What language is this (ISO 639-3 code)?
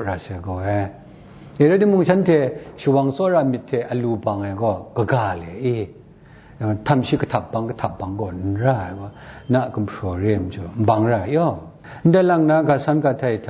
kac